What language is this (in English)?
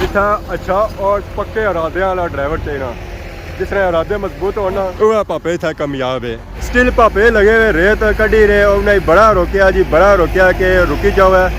Pahari-Potwari